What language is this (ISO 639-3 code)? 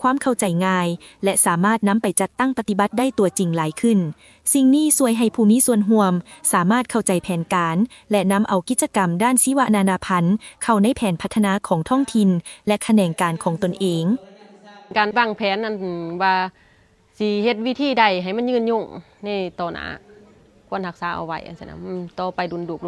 lao